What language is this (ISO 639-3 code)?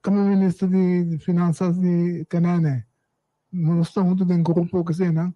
pap